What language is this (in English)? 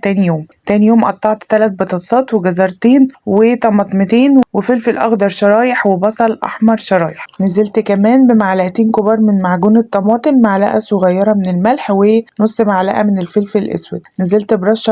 Egyptian Arabic